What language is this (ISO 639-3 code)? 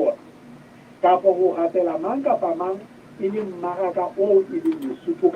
sot